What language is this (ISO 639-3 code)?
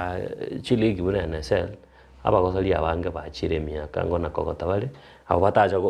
guz